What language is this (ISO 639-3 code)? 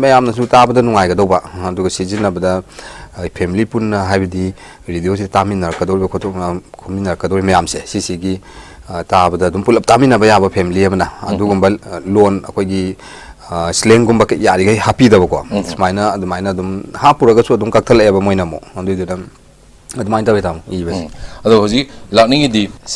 mni